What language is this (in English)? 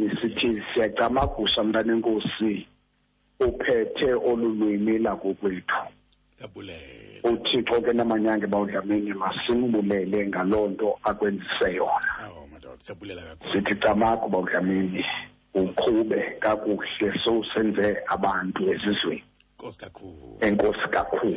Xhosa